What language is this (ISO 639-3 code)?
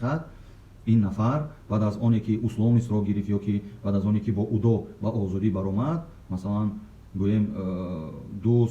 tgk